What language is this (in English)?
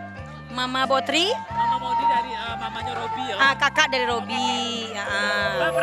Minangkabau